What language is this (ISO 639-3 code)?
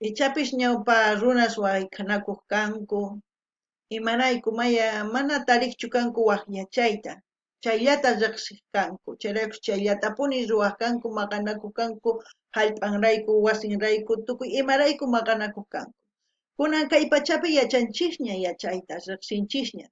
quh